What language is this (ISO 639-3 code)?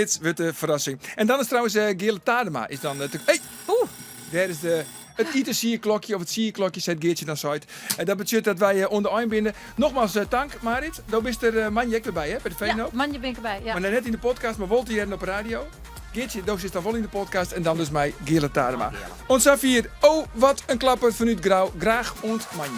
fry